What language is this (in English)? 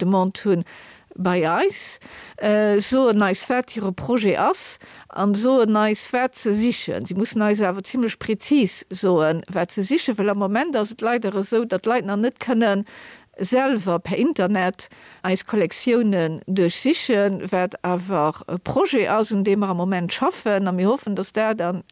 Luxembourgish